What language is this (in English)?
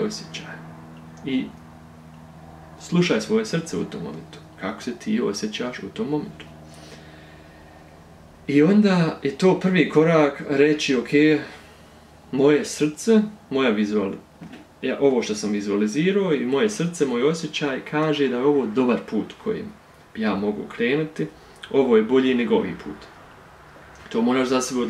Bosnian